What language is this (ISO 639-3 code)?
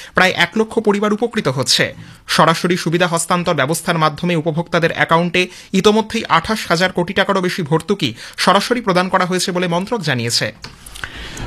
ben